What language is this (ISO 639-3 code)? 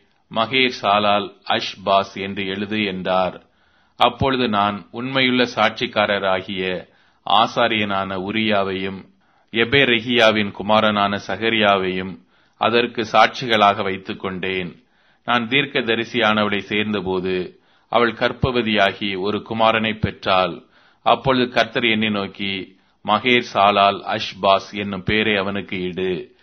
tam